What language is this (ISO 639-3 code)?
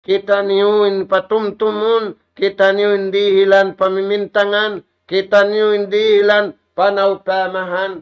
tsg